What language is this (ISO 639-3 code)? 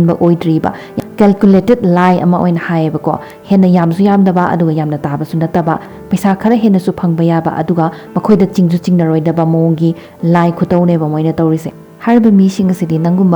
mni